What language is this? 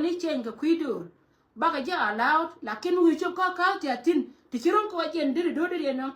Nuer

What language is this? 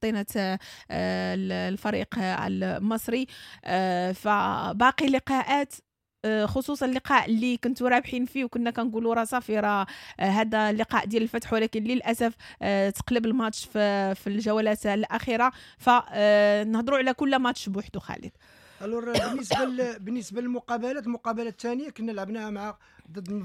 Moroccan Arabic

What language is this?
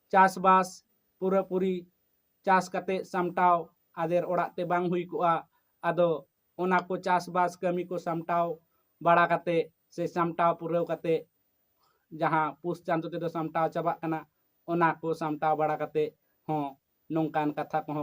Santali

